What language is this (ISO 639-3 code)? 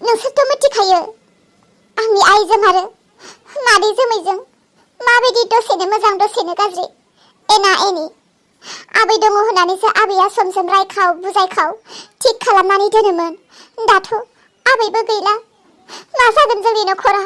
brx